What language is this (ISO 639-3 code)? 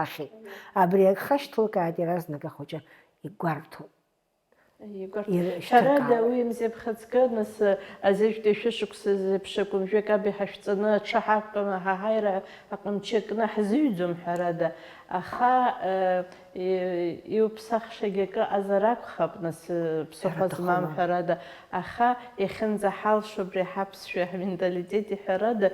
abk